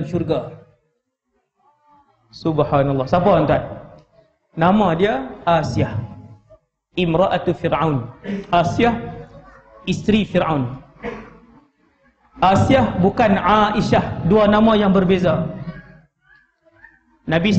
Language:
Malay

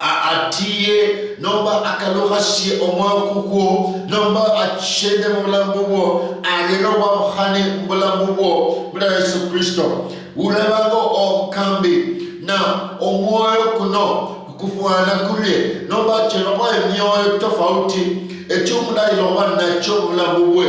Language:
Luyia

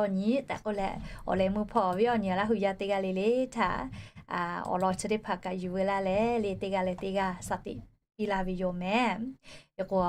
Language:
Lahu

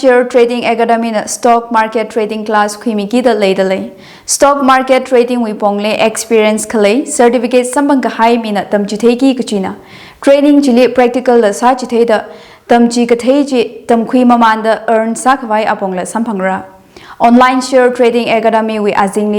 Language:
Tangkhul Naga (India)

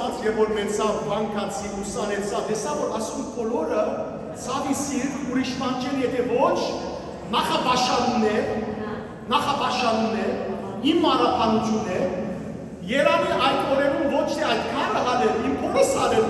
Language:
Western Armenian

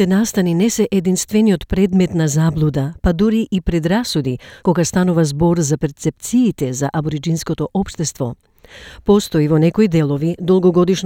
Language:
Macedonian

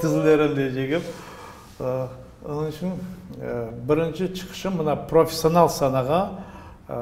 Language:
Crimean Tatar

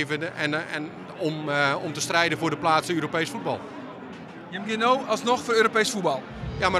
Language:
Western Frisian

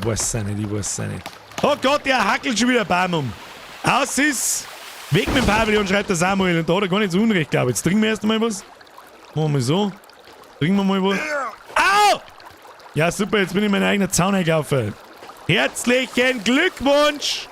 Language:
Bavarian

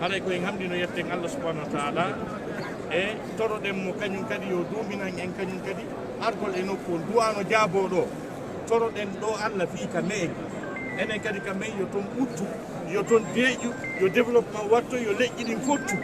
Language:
Fula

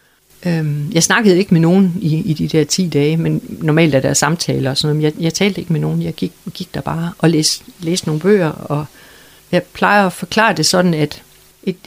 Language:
Danish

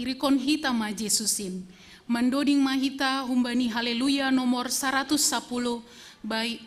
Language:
Batak Simalungun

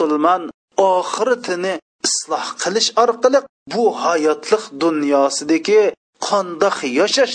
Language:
Uyghur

